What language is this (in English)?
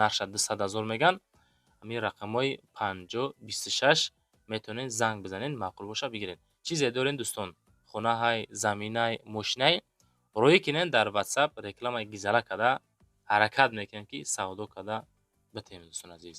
Tajik